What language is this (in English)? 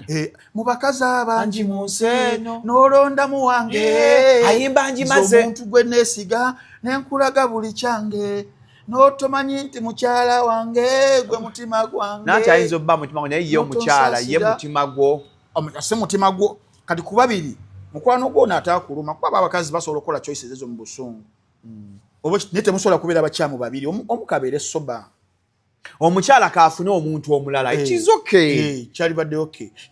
Ganda